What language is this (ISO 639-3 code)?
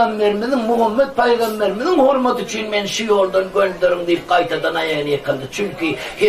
tuk